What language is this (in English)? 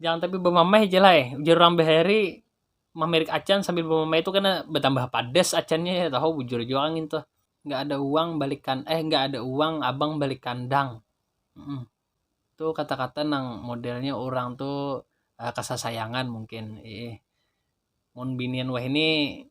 Banjar